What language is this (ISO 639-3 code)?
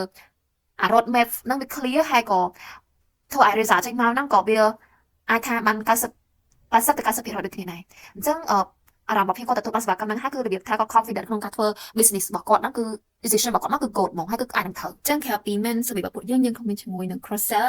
khm